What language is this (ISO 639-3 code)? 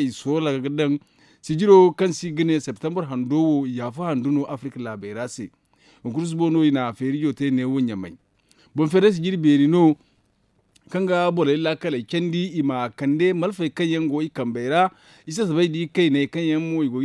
dje